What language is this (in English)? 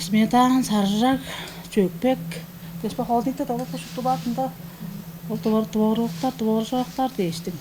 Tuvinian